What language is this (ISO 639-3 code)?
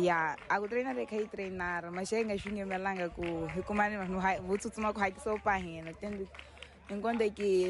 tso